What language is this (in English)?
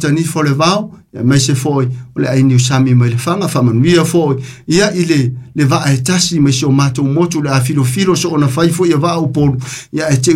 Samoan